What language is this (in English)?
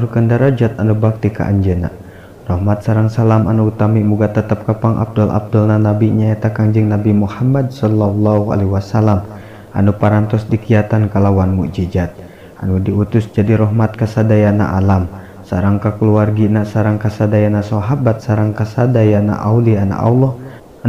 Sundanese